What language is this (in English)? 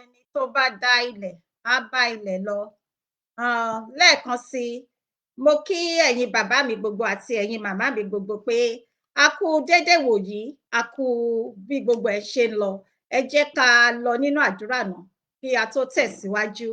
Yoruba